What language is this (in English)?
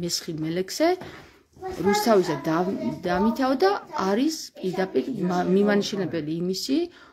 Georgian